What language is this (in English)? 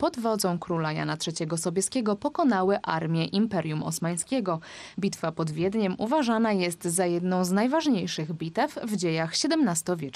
Polish